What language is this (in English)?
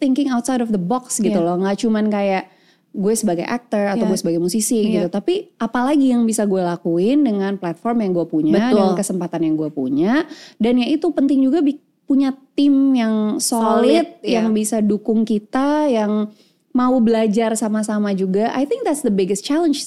Indonesian